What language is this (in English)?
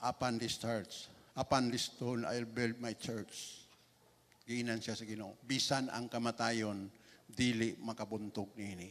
Cebuano